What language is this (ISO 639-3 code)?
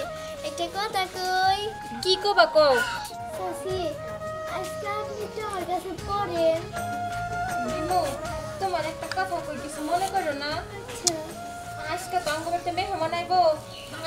ben